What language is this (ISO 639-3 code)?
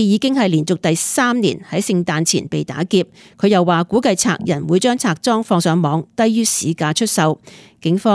yue